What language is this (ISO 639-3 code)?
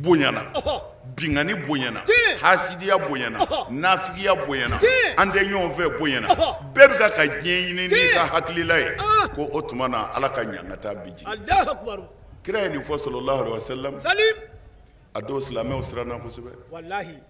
bam